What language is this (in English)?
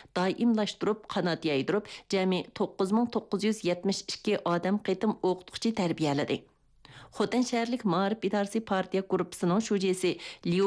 Uyghur